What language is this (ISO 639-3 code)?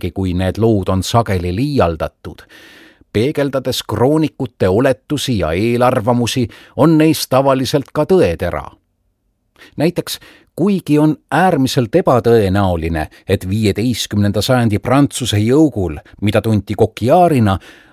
est